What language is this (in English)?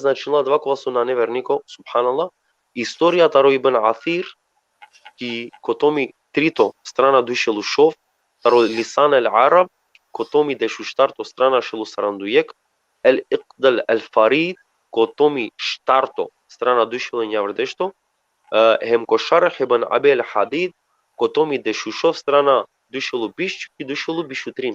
Balkan Romani